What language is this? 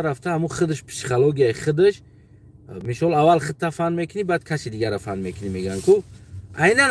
Tajik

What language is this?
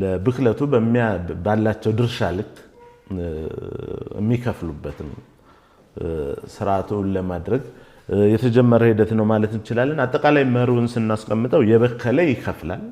Amharic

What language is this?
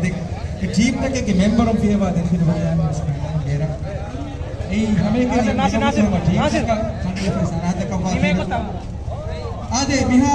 Divehi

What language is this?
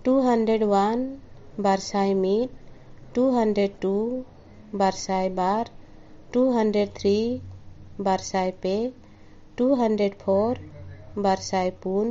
Santali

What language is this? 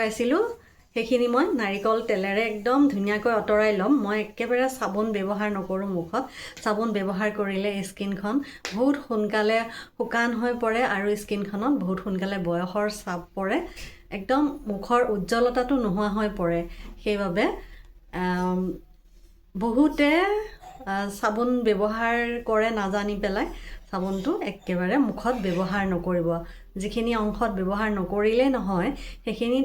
Assamese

